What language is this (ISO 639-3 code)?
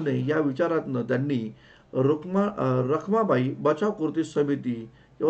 mar